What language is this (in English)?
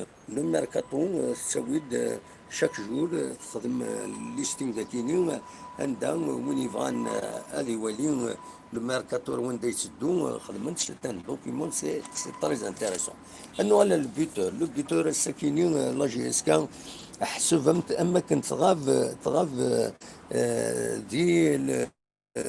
Kabyle